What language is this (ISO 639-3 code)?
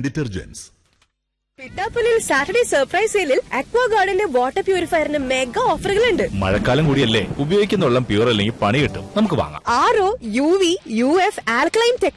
mal